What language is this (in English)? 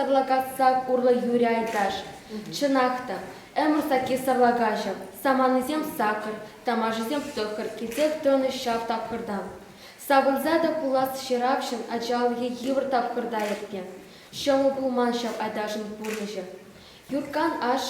Chuvash